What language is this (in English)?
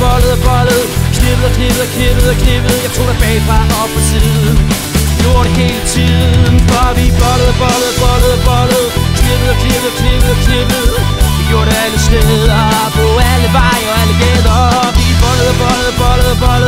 Danish